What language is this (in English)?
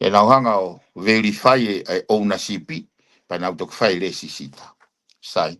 Tongan